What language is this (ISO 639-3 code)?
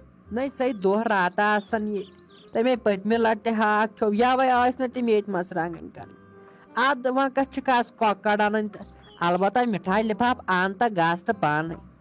kas